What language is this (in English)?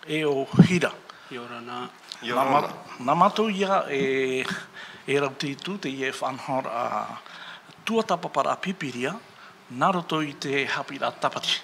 Tahitian